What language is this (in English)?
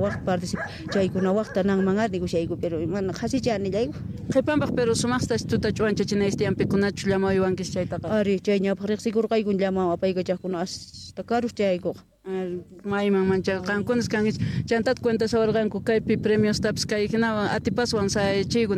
Quechua